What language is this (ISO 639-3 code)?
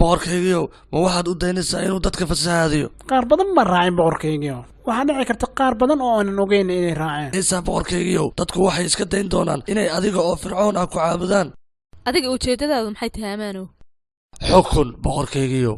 som